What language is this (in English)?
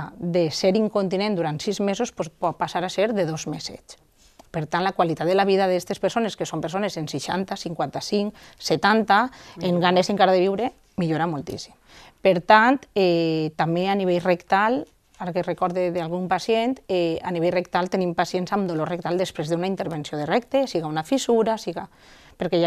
Catalan